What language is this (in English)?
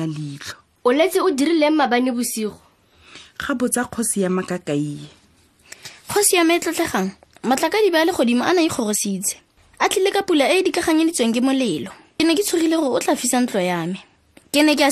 Tswana